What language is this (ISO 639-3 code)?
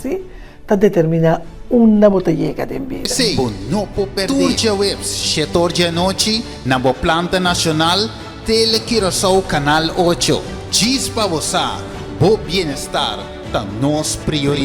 pap